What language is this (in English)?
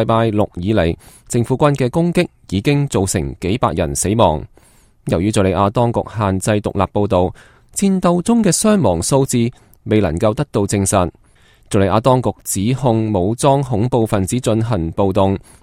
Cantonese